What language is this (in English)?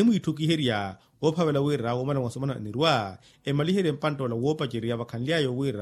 Makhuwa